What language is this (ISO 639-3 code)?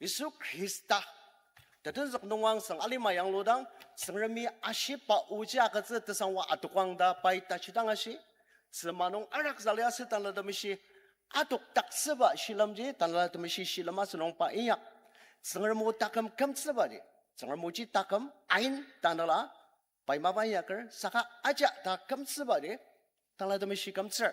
njo